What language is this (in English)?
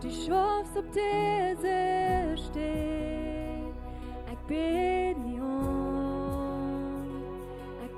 Plautdietsch